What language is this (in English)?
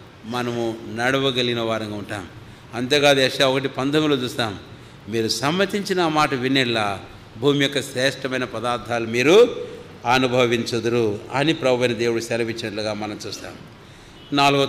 Telugu